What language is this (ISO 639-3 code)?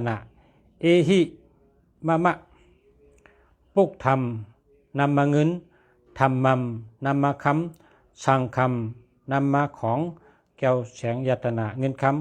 shn